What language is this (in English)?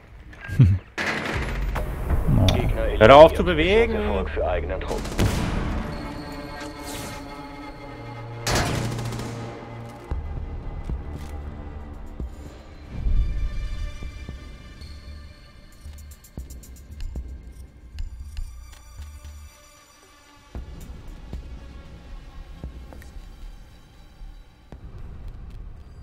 German